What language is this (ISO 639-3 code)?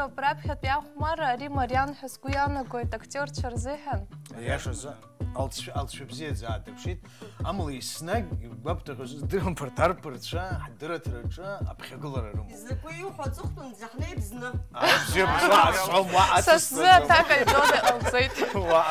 abk